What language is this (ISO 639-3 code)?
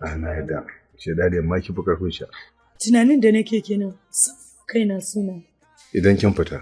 hau